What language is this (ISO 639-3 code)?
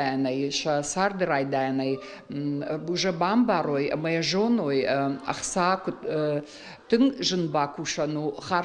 oss